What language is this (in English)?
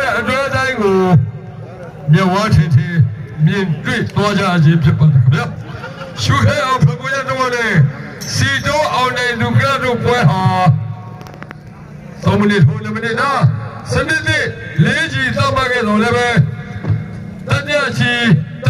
Burmese